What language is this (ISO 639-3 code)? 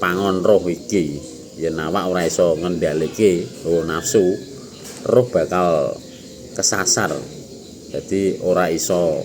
jav